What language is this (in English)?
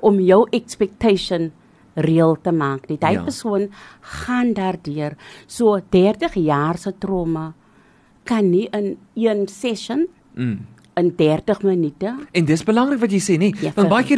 Afrikaans